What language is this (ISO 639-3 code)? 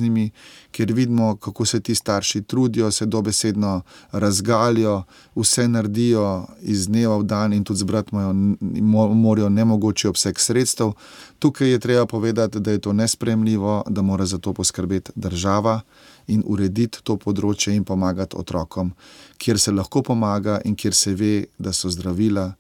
slv